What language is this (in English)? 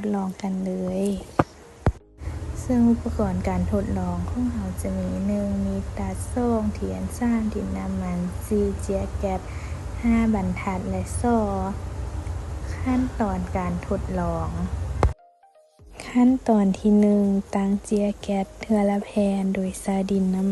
Lao